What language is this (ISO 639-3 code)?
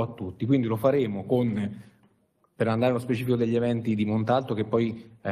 ita